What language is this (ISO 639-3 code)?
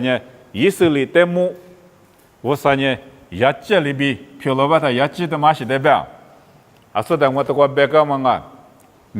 lis